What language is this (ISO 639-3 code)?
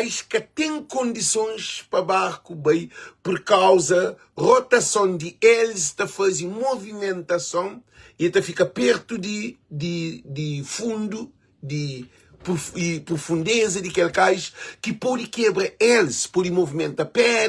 kea